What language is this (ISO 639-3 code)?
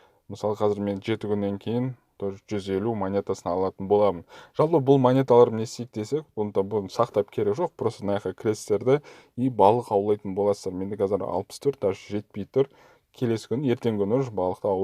kaz